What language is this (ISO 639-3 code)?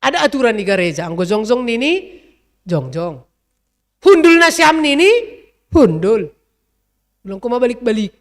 bts